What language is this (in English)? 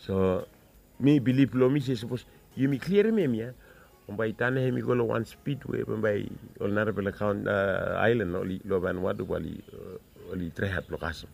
Bislama